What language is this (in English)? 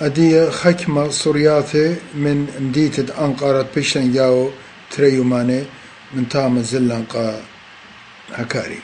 Assyrian Neo-Aramaic